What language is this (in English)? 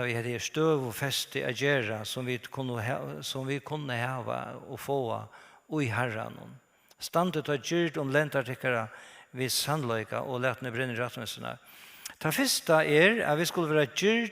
Faroese